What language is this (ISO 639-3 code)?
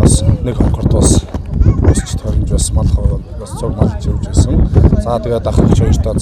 mon